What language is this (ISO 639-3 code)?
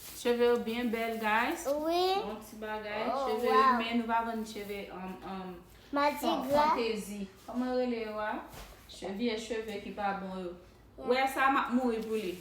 hat